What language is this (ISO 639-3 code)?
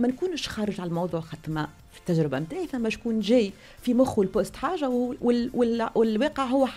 aeb